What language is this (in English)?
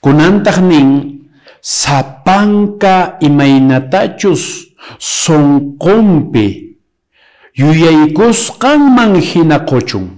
Quechua